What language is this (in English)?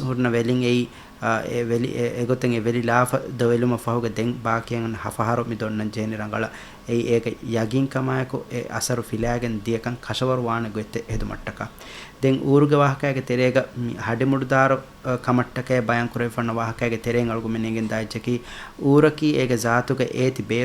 Divehi